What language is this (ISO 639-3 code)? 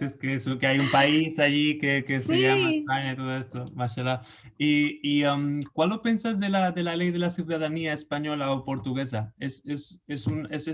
lad